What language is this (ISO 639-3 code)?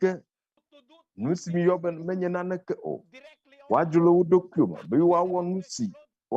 ewe